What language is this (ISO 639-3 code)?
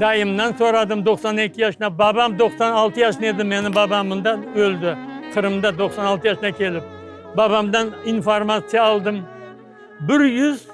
crh